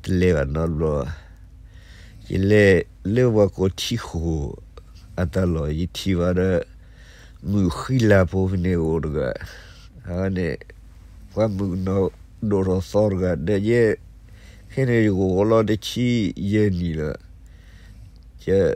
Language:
S'gaw Karen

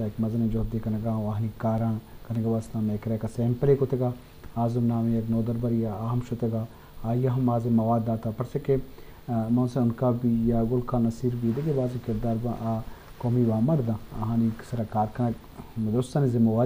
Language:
Eastern Balochi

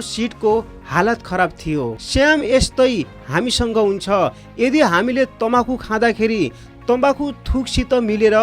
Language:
Nepali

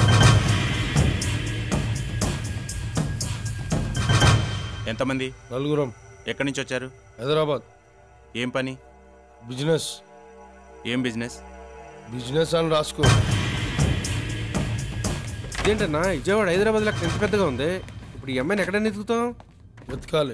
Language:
Telugu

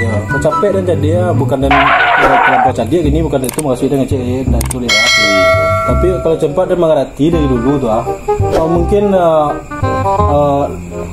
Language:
Minangkabau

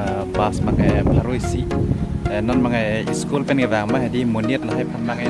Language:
Karbi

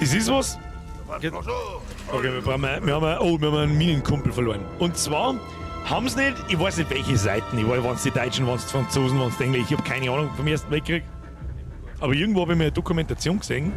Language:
Bavarian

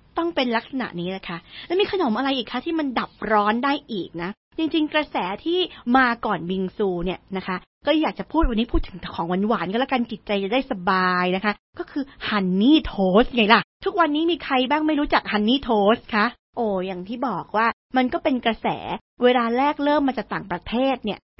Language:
Thai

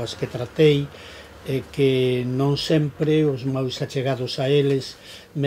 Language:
Galician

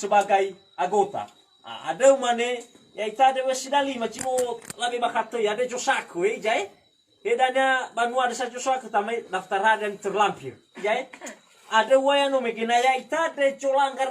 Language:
Nias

